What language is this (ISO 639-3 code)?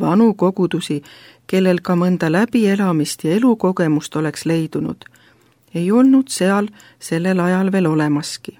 est